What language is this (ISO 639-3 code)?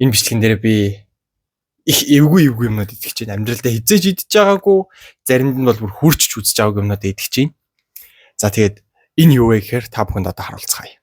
mon